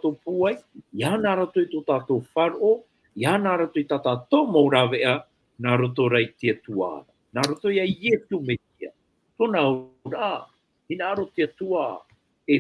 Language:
Tahitian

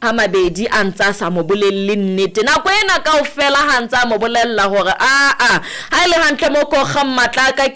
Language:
Southern Sotho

